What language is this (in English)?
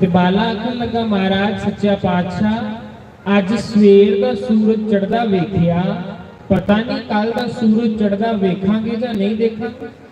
Dogri